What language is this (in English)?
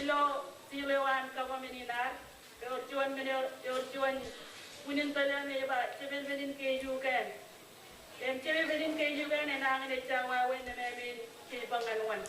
Marshallese